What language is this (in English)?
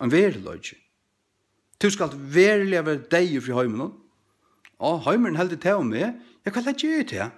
Faroese